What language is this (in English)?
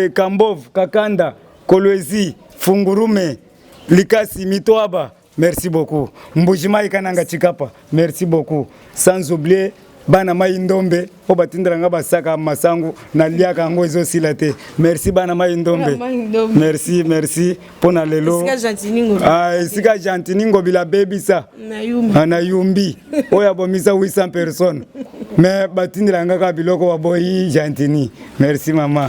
Lingala